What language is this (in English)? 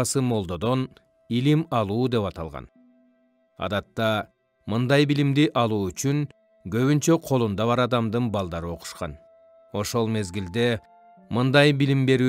Kyrgyz